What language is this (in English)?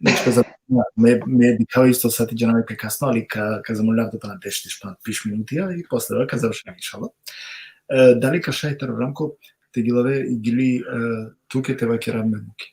Balkan Romani